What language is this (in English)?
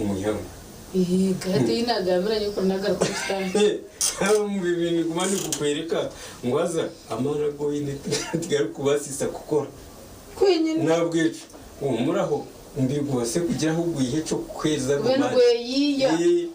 Nyankole